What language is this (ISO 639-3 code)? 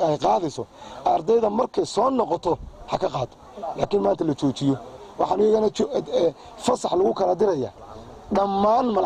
som